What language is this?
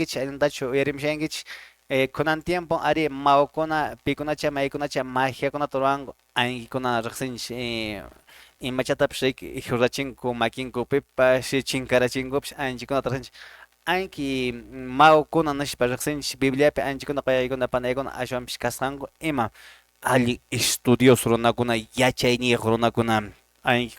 Quechua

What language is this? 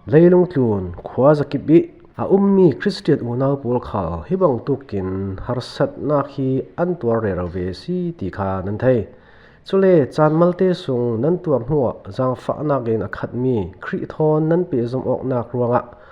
Falam Chin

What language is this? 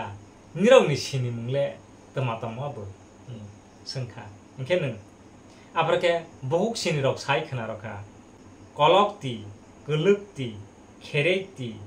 Kok Borok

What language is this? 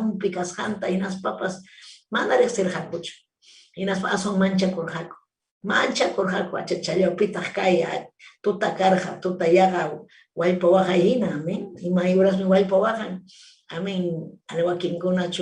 Ayacucho Quechua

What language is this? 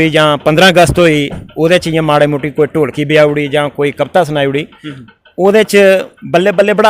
Dogri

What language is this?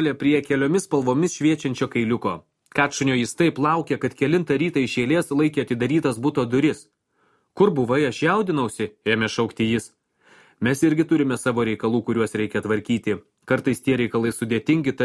Lithuanian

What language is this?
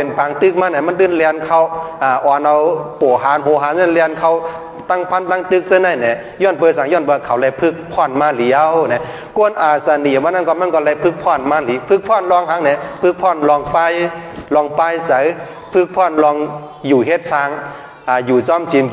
Shan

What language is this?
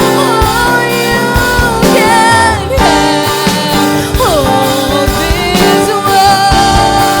Waray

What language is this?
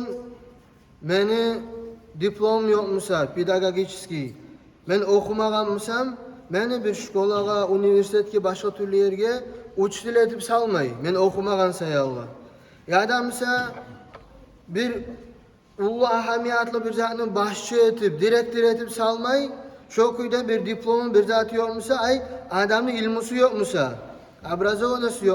Kumyk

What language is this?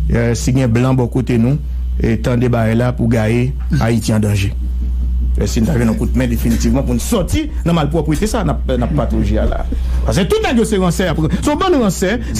Haitian Creole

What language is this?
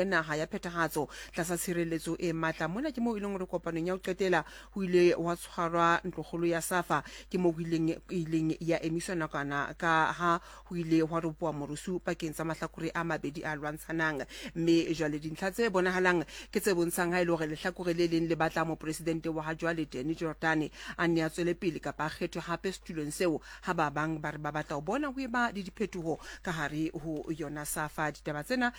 Southern Sotho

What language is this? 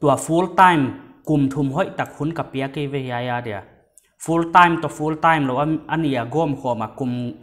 Paite Chin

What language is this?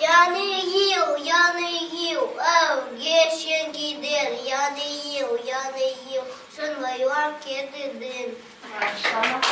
Crimean Tatar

